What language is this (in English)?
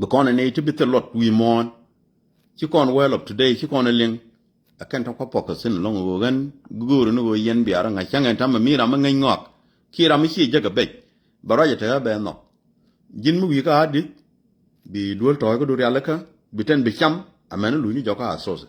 Nuer